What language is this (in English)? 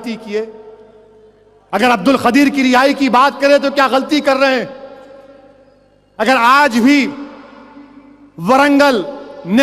Urdu